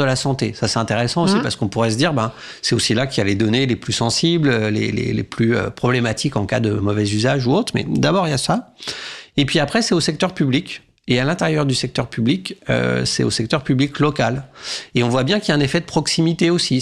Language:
French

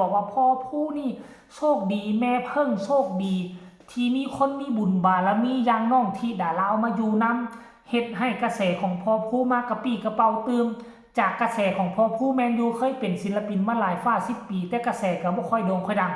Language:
Northeastern Thai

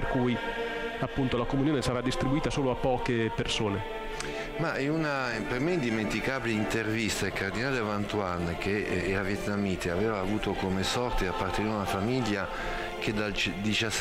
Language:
Italian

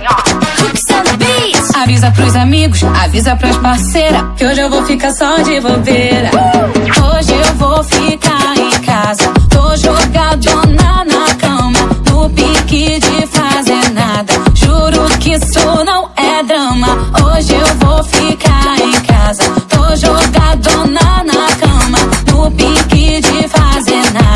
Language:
Portuguese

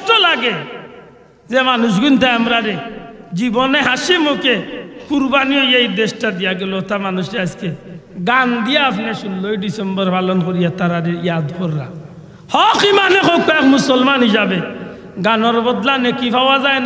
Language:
Sylheti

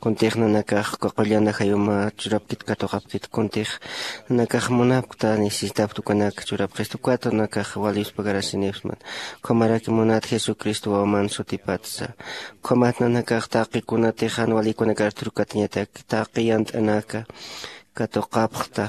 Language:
Aymara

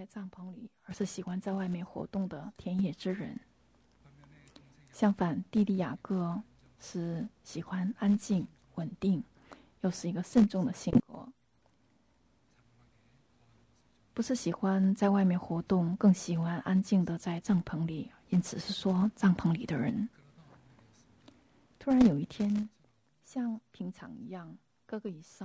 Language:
Chinese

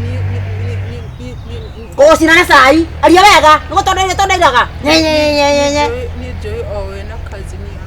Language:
Kikuyu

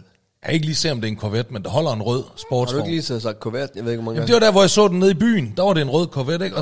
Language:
Danish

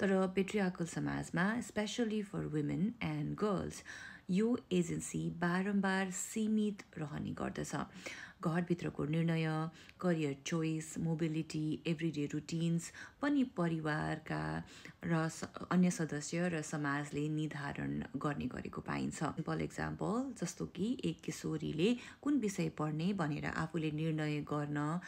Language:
Nepali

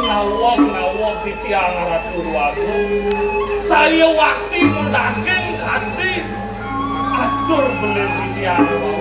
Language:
Balinese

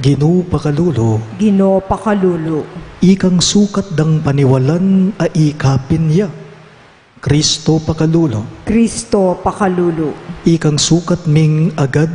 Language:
Pampanga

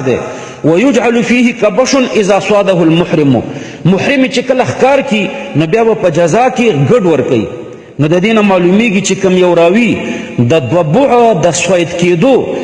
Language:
Pashto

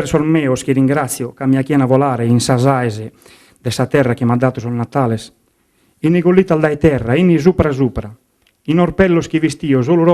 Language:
Sardinian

